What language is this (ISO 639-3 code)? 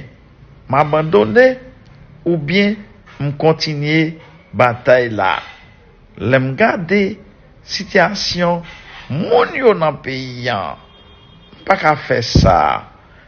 hat